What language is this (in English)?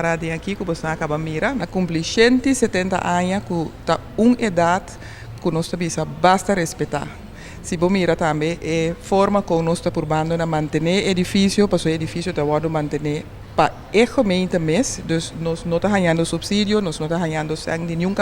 Papiamento